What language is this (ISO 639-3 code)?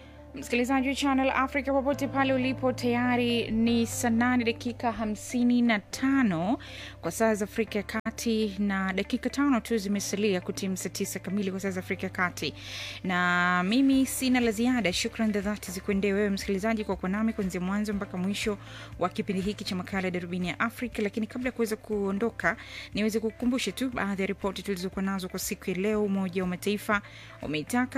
swa